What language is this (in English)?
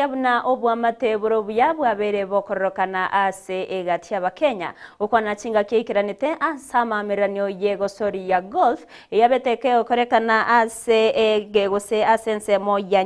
Gusii